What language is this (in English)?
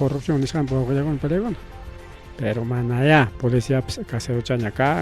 Ayacucho Quechua